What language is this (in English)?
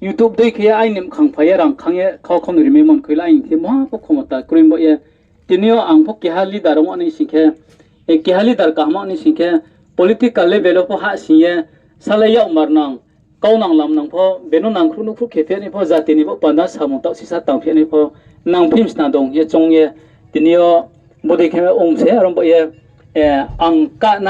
Riang (India)